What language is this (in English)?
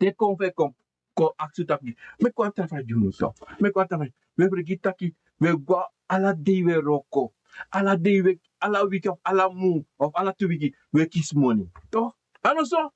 Sranan Tongo